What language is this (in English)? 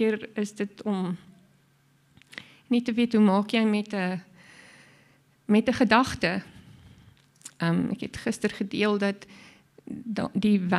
Afrikaans